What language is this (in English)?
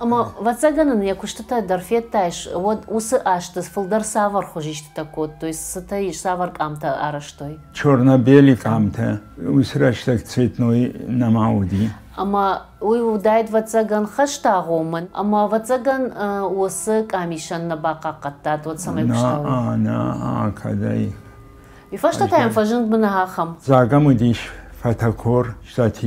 Ossetic